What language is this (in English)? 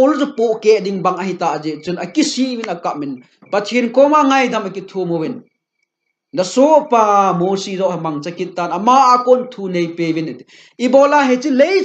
Thado Chin